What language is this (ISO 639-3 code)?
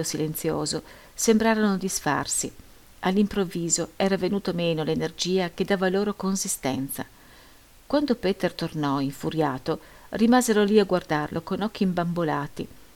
ita